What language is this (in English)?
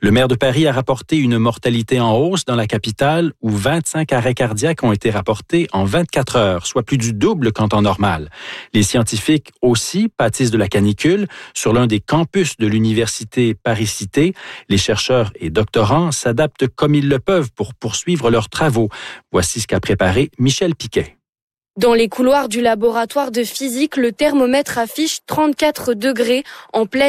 French